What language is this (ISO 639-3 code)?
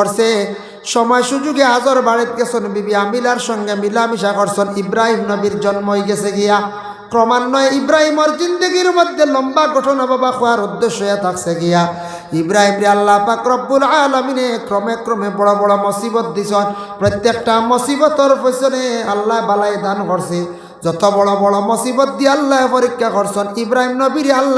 syl